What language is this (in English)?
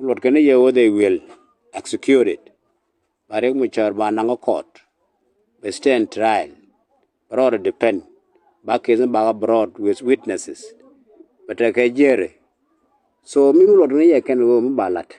Nuer